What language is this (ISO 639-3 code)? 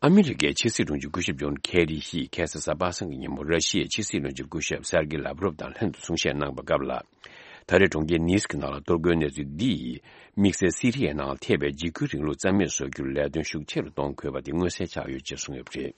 bod